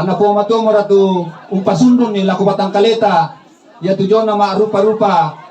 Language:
Toraja-Sa'dan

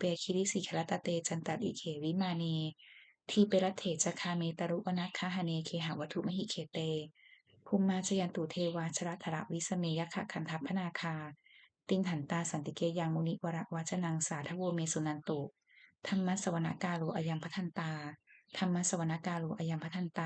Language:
Pali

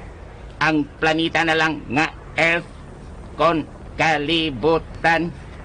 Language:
Cebuano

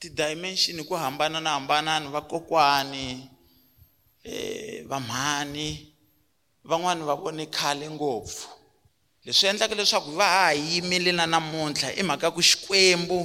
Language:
Tsonga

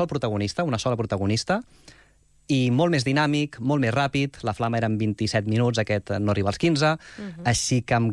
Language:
Catalan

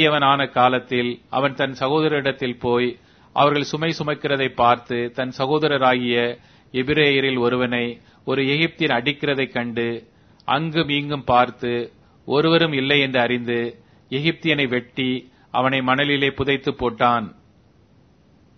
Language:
Tamil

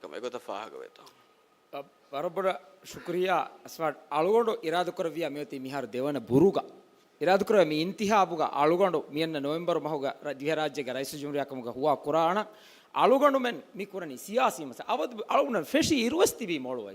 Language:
Divehi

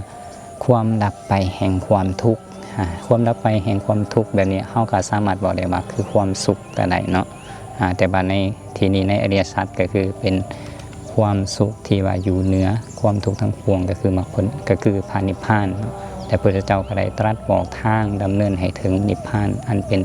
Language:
Lao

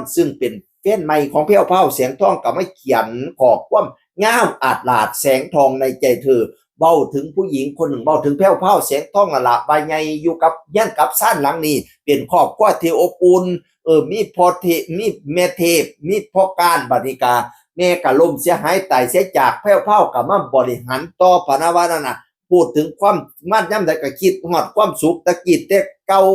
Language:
Northeastern Thai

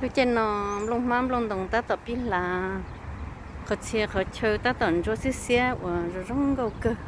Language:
Hmong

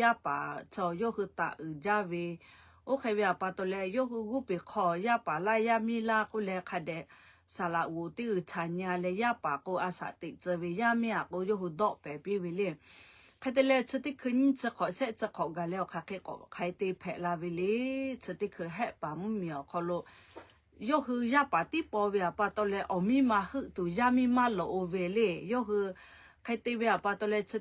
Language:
Lahu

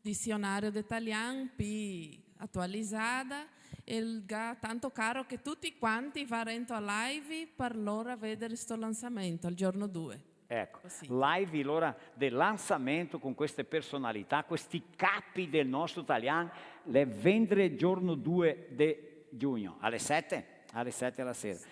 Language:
Venetian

